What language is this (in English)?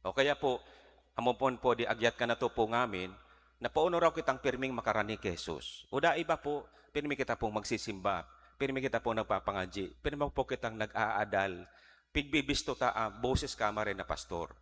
Bikol